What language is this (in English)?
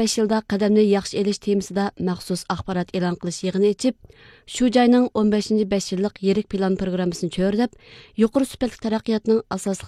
Uyghur